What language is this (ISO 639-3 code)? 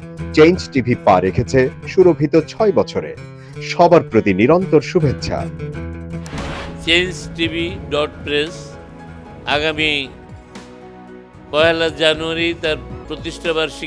ben